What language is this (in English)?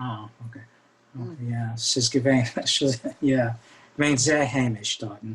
Yiddish